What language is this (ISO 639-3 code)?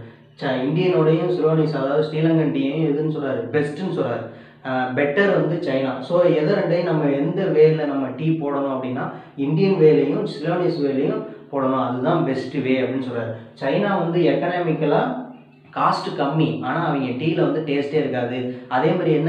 tam